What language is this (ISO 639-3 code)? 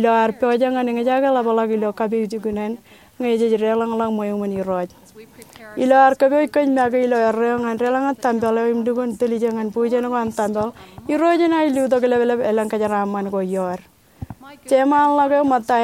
mah